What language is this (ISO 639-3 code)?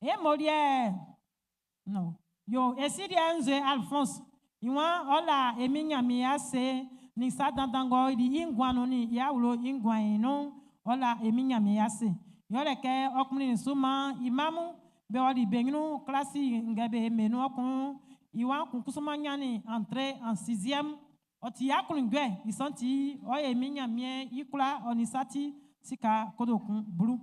bci